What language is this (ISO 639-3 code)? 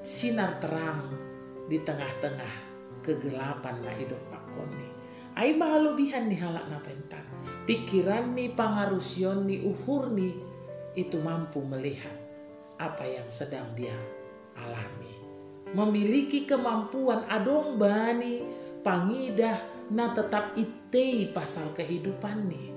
bts